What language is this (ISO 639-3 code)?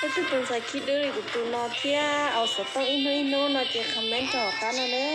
hmn